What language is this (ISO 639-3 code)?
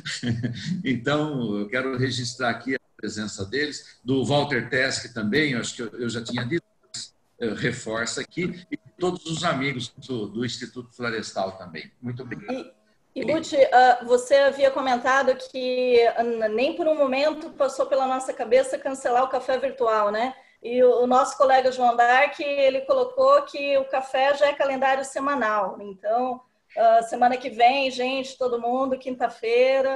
por